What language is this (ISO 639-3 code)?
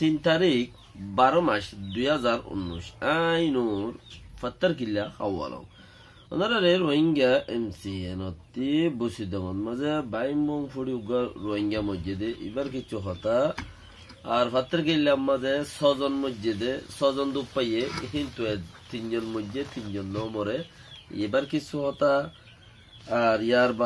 rhg